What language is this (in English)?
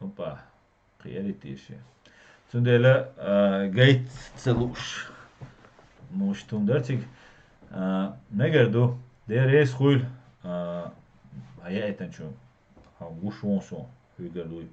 Chechen